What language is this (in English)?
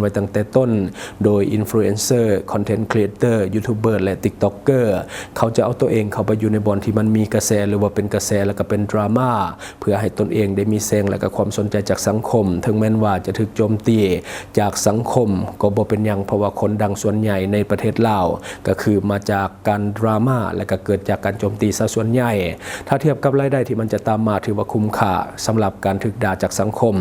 Lao